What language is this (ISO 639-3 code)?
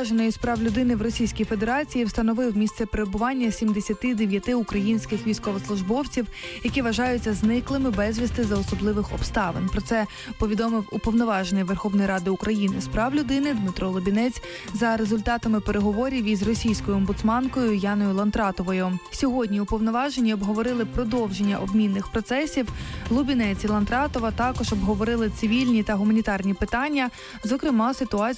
ukr